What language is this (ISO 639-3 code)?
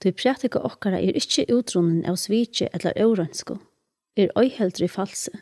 fao